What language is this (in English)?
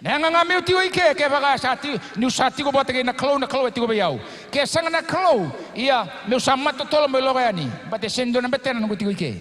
Fijian